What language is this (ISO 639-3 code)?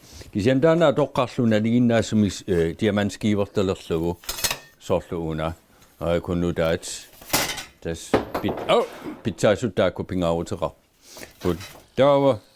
kal